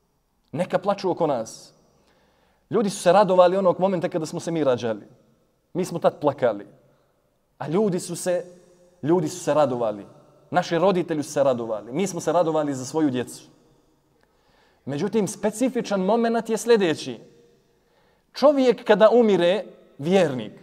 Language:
Bosnian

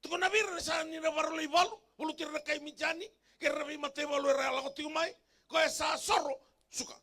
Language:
Fijian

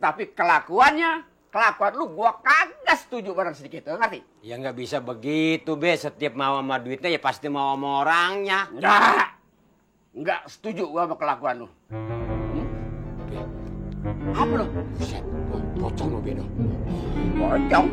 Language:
Betawi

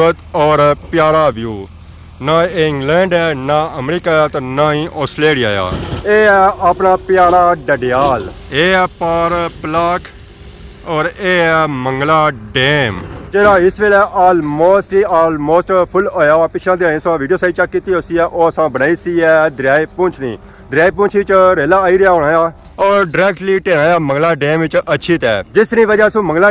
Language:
Pahari-Potwari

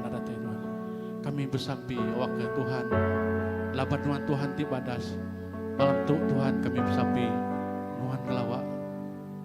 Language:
Iban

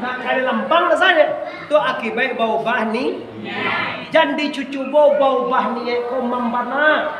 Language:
Minangkabau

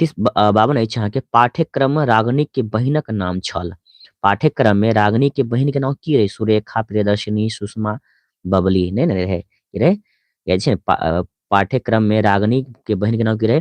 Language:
Maithili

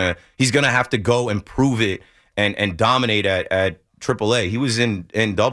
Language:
English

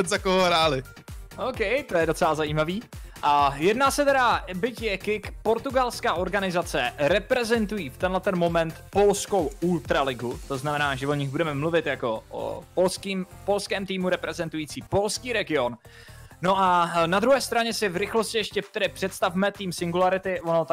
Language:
Czech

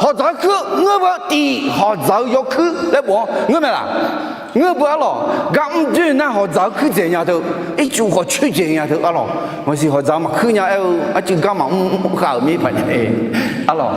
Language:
Akha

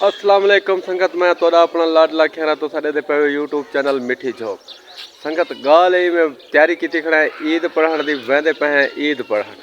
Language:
Saraiki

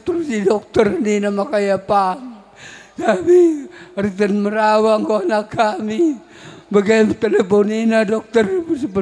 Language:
Batak Karo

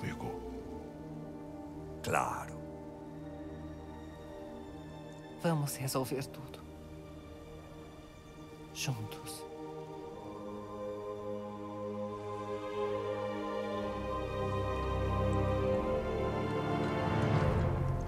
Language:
Portuguese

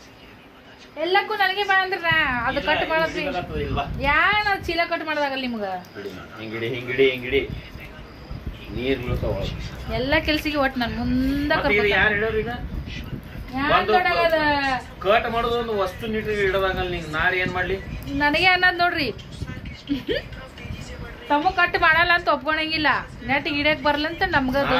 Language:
Kannada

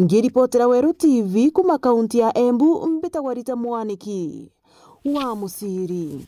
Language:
Meru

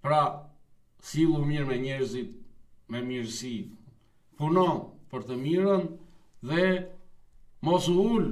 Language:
Albanian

